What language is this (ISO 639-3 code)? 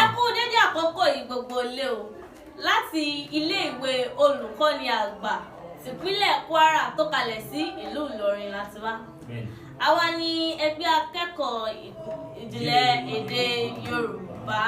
yor